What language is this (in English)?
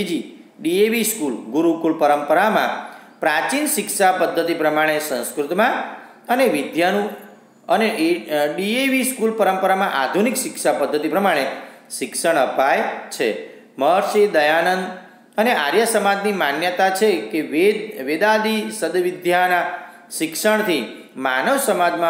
Gujarati